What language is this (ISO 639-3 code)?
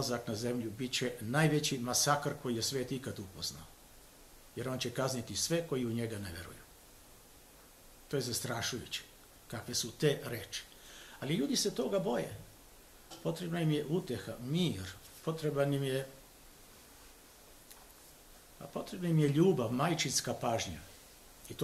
srp